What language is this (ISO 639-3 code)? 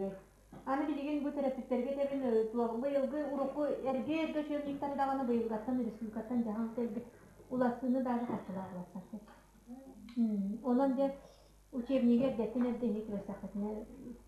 sah